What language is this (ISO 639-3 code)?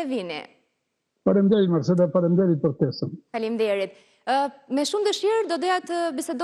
sqi